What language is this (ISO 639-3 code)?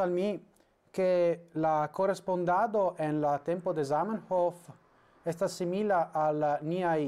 epo